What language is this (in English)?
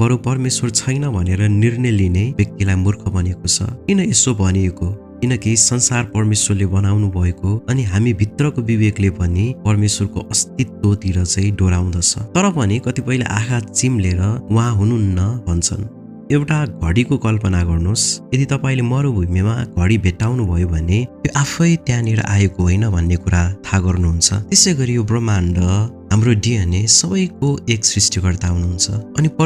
Nepali